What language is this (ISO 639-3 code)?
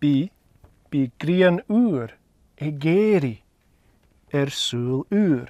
gla